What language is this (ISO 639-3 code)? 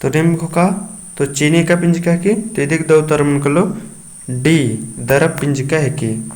kru